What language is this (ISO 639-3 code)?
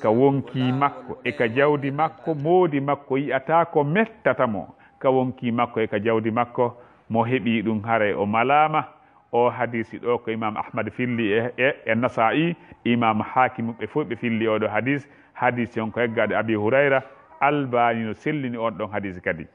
ful